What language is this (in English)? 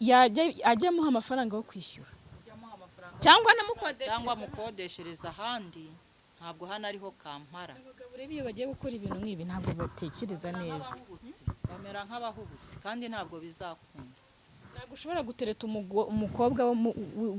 Kinyarwanda